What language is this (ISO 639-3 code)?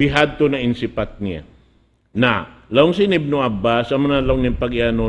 tsg